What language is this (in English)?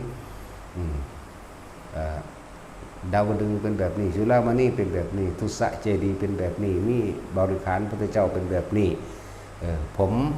Northeastern Thai